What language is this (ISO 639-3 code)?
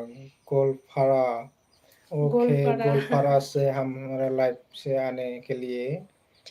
brx